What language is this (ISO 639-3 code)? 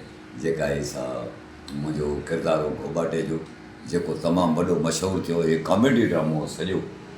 snd